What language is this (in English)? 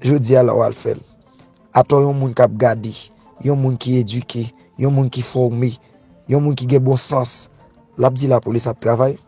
Haitian Creole